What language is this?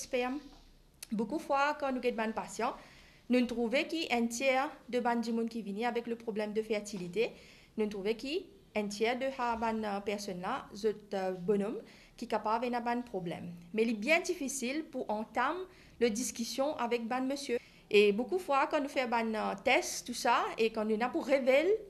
Morisyen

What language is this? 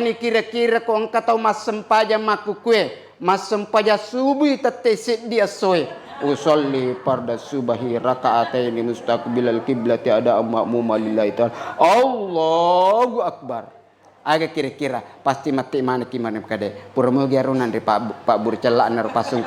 Buginese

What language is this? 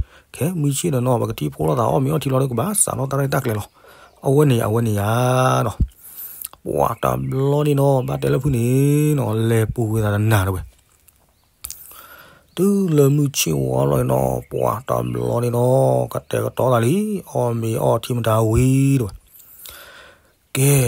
S'gaw Karen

